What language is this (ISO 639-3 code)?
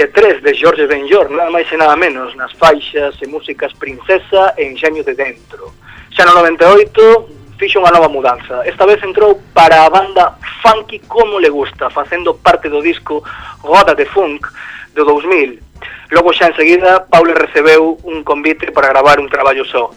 glg